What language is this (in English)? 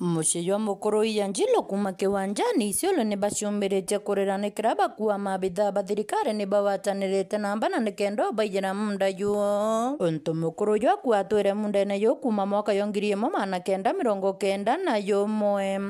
Meru